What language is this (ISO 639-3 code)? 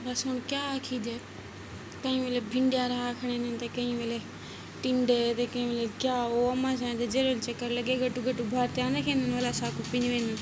skr